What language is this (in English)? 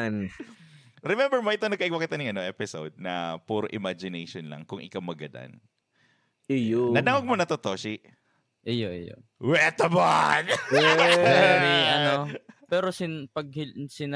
Bikol